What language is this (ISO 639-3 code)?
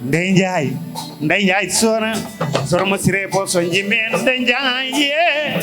ful